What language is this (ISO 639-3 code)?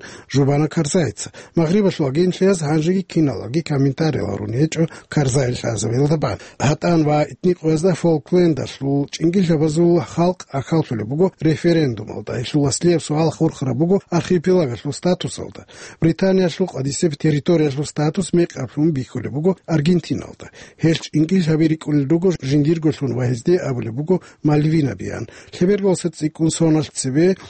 ava